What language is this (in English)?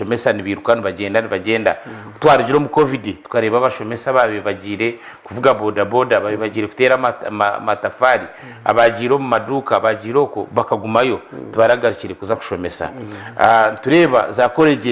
Nyankole